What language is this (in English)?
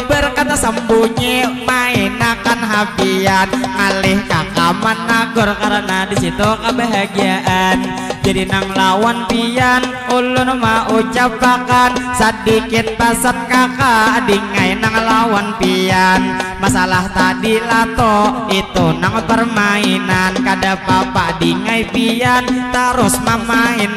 Banjar